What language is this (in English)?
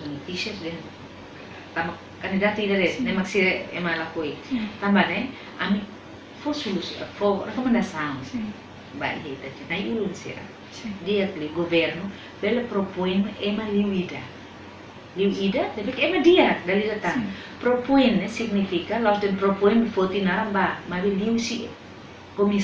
Tetum